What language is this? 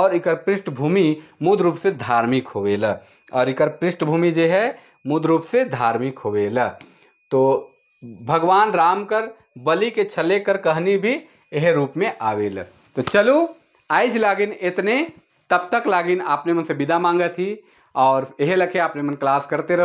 Sadri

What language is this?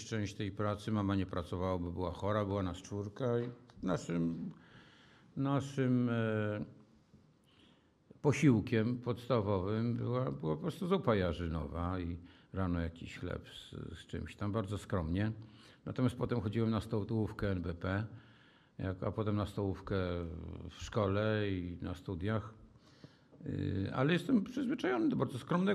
Polish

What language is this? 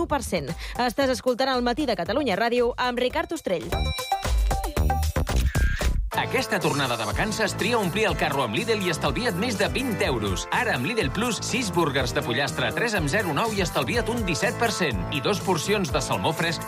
Catalan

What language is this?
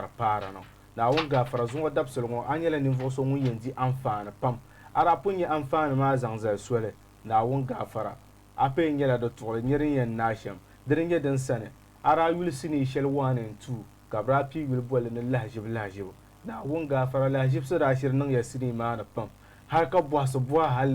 Dagbani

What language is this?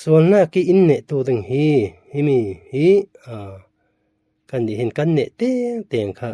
Falam Chin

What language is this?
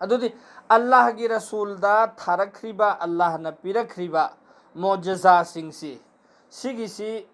Manipuri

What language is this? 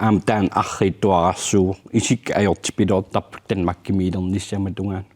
Kalaallisut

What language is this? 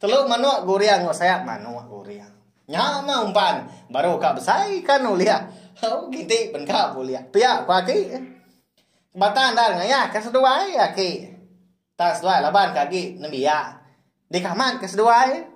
Iban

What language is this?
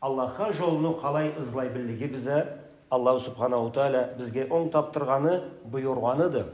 Karachay-Balkar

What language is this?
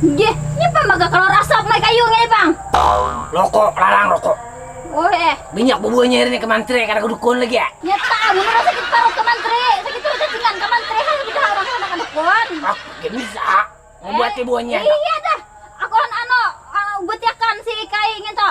Banjar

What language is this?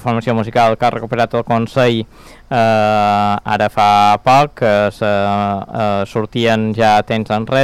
Catalan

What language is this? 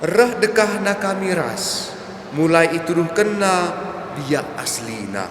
Batak Karo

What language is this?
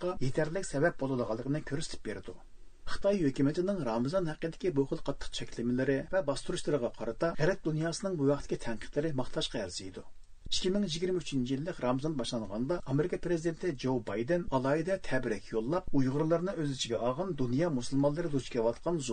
Uyghur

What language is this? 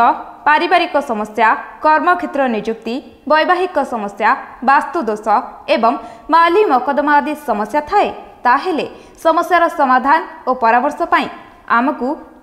Odia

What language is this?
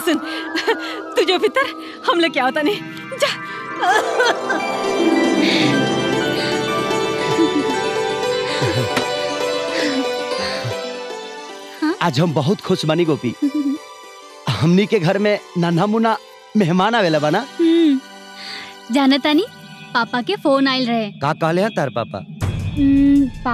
Bhojpuri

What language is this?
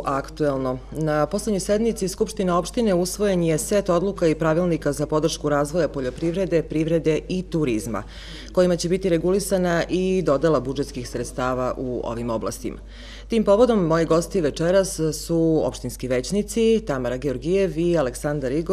Serbian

